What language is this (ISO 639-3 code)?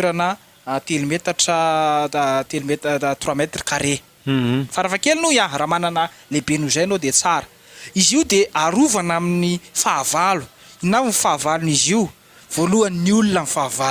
mlg